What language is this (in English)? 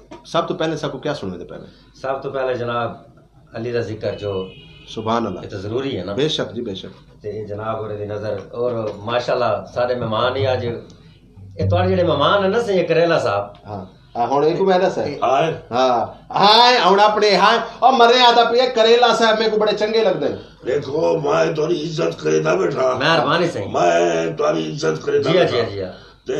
Saraiki